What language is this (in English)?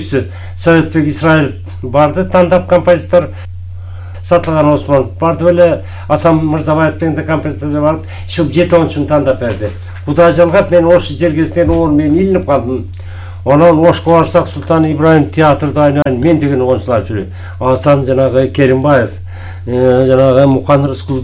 Kyrgyz